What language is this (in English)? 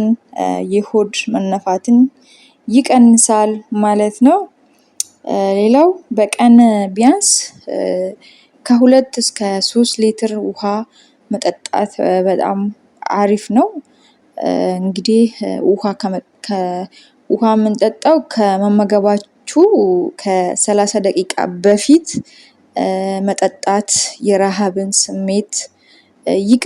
Amharic